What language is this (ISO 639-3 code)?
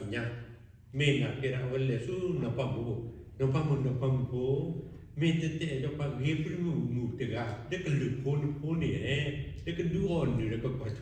ksw